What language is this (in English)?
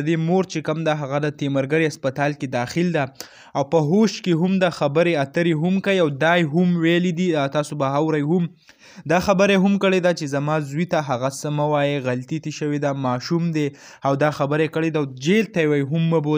Pashto